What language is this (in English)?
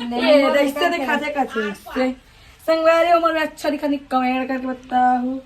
Chhattisgarhi